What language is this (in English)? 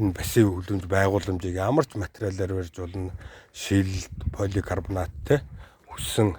Mongolian